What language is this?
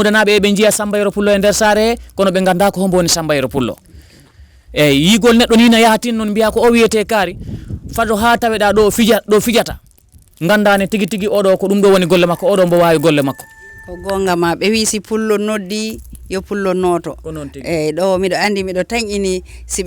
Fula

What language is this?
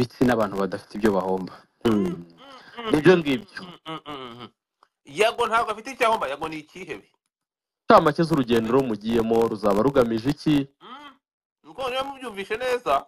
Kinyarwanda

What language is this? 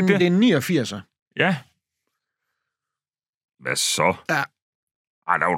Danish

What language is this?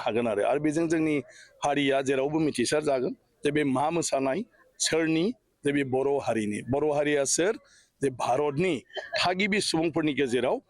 Bodo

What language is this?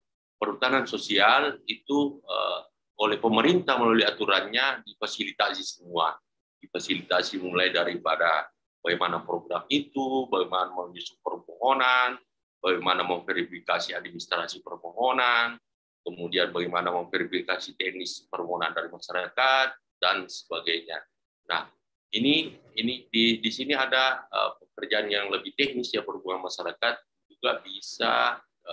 Indonesian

